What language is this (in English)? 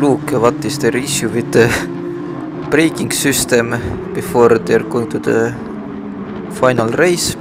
English